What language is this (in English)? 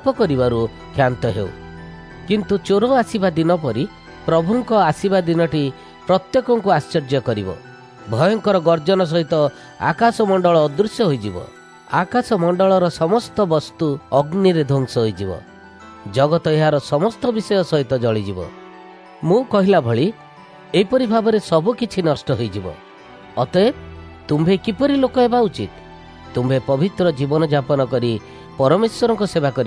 Odia